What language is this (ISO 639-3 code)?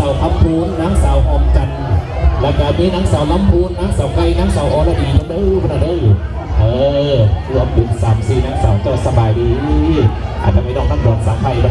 lao